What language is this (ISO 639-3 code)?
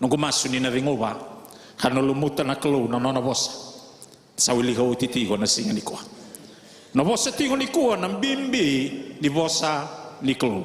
fij